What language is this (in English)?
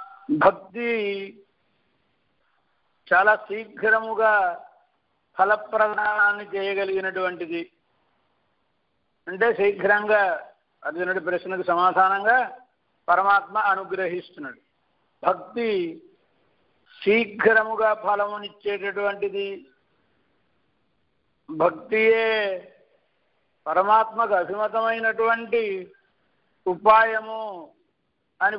Telugu